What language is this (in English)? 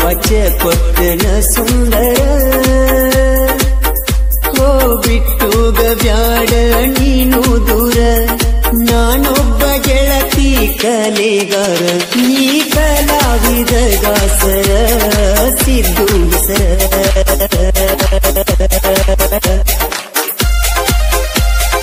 Kannada